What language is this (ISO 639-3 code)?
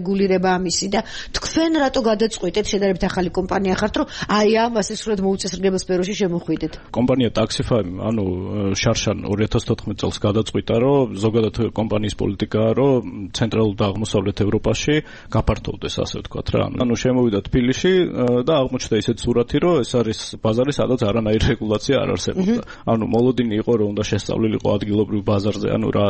kat